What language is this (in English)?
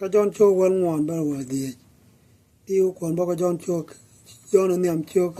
Nuer